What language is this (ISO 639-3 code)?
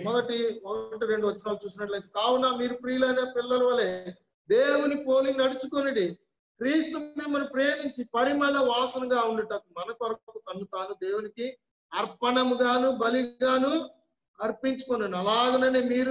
tel